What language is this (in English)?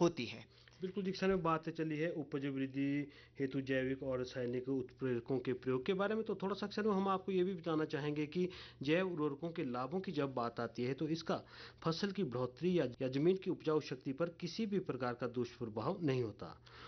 Hindi